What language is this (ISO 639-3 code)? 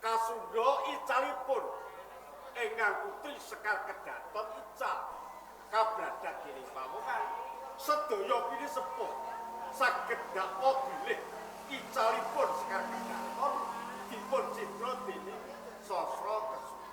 jav